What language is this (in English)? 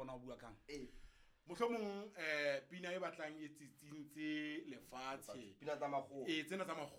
Southern Sotho